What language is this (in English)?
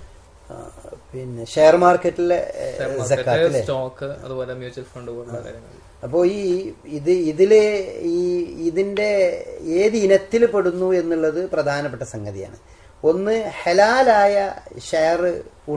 Malayalam